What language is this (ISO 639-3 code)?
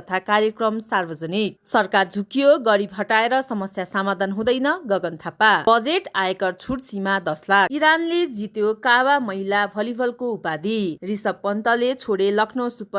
nep